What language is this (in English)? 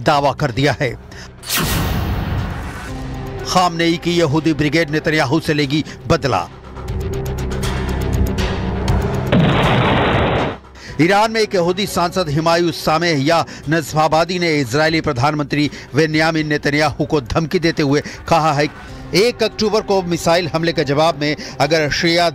Hindi